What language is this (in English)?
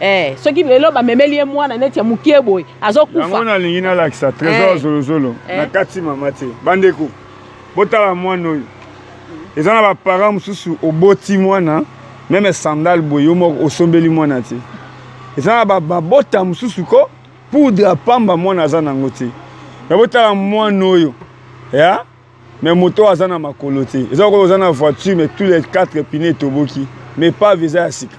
Lingala